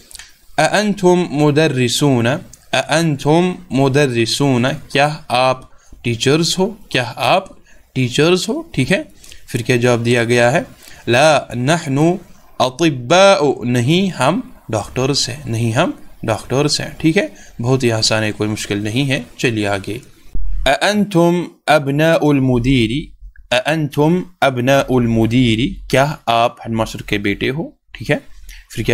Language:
Urdu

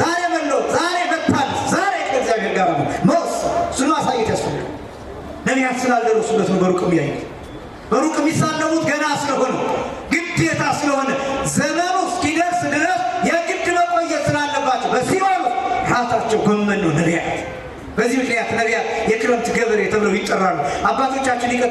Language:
Amharic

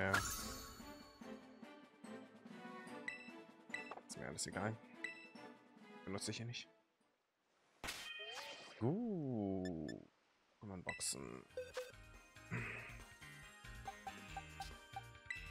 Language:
German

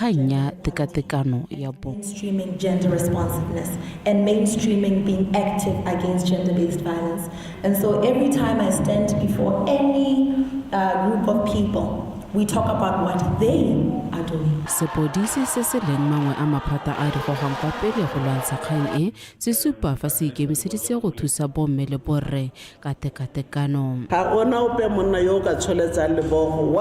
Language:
Tswana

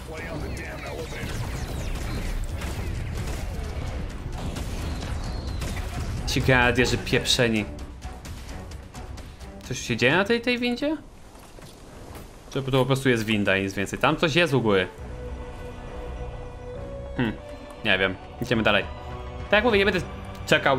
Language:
Polish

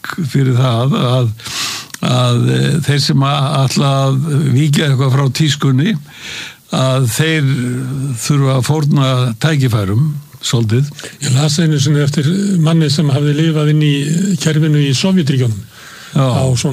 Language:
Icelandic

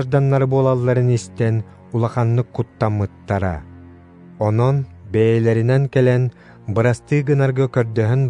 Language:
Yakut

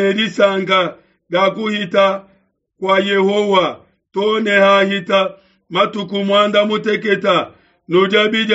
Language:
Luba-Lulua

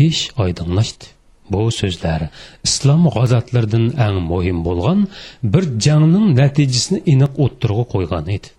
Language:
Uyghur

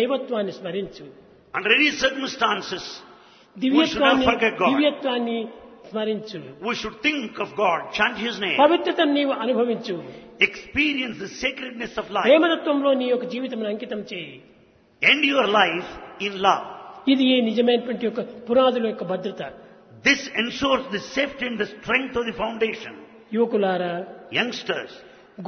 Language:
Telugu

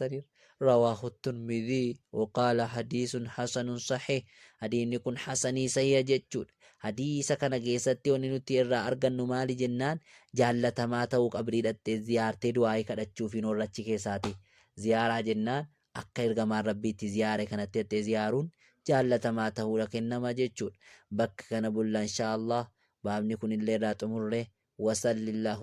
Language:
Oromo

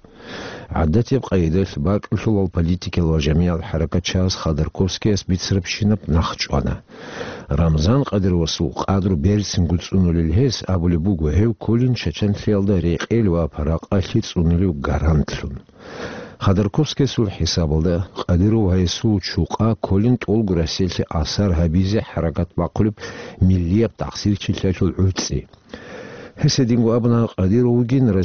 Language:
Avaric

